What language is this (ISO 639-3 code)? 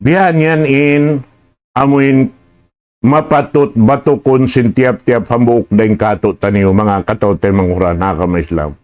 tsg